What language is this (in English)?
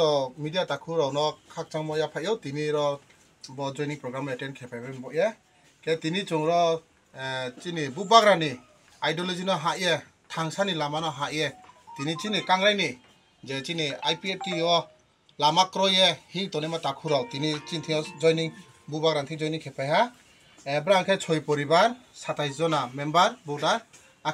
Kok Borok